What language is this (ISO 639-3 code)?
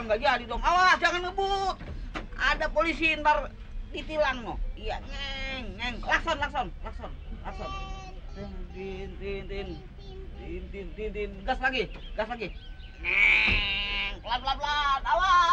bew